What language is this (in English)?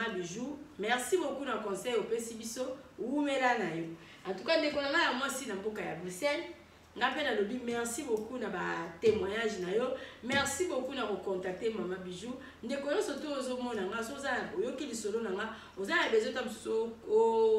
Lingala